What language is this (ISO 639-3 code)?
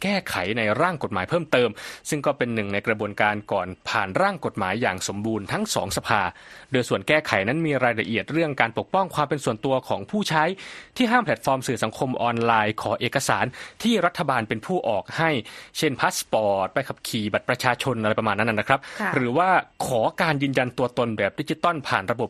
tha